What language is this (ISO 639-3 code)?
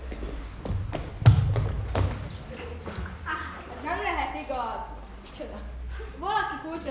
hun